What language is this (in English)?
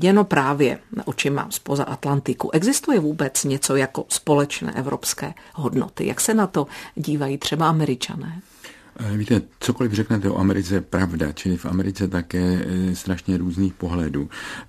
Czech